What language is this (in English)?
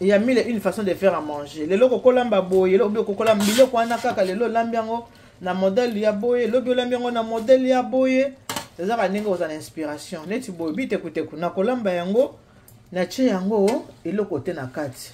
Lingala